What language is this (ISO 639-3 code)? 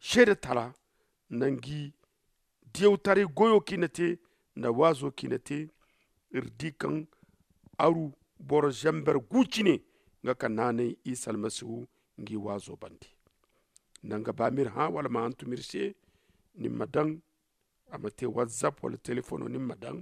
dje